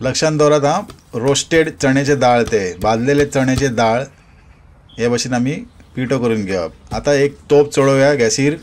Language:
Konkani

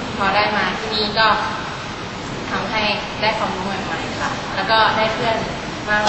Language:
Thai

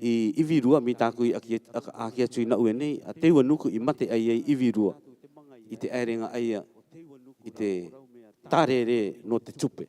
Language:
Rarotongan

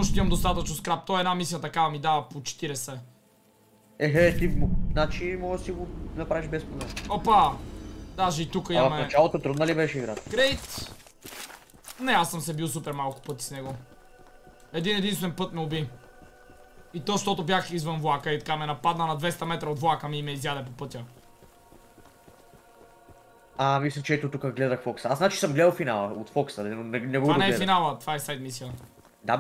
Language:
Bulgarian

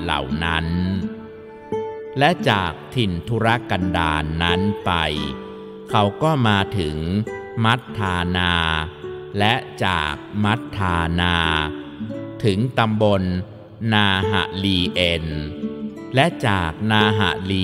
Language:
Thai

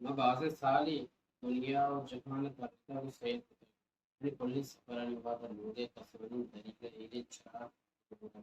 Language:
Baluchi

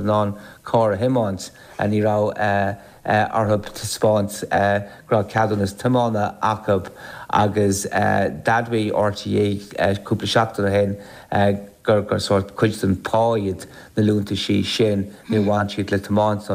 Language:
Irish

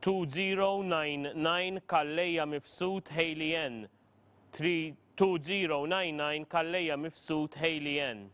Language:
English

